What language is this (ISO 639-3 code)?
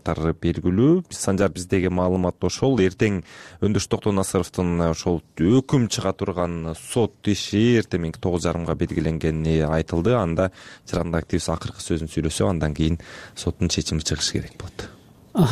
kir